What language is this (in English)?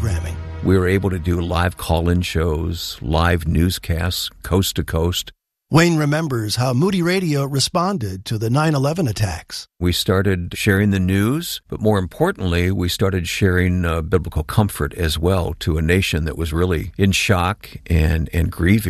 English